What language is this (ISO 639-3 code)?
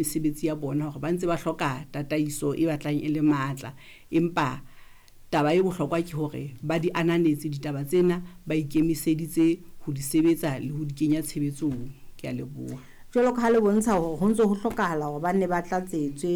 sot